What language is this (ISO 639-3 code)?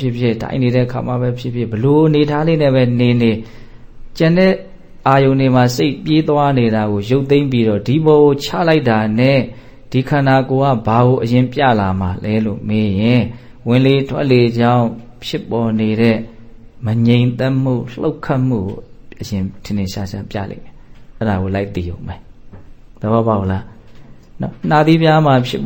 mya